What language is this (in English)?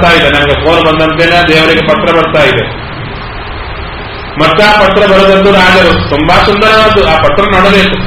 Kannada